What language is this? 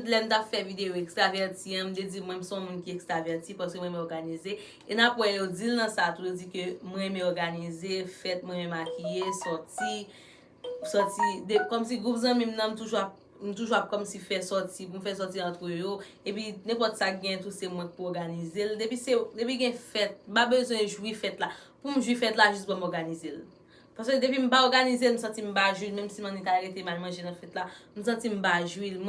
Haitian Creole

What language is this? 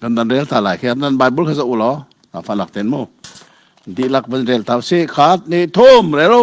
Hakha Chin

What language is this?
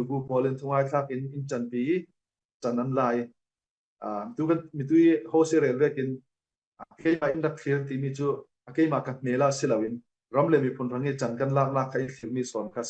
Falam Chin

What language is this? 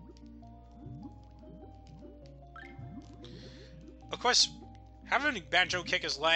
English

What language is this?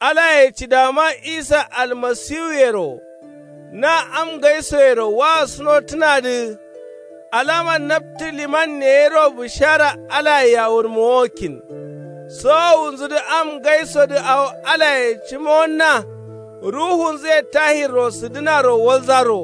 Kanuri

